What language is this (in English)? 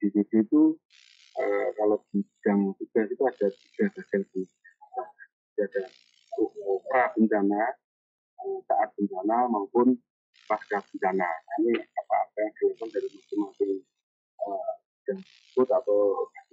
Indonesian